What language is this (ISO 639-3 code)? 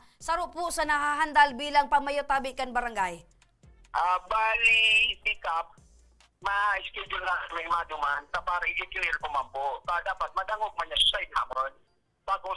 bik